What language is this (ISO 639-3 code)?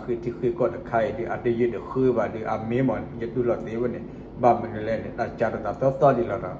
ksw